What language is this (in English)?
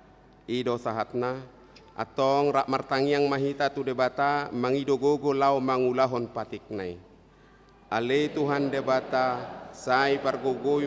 Batak Toba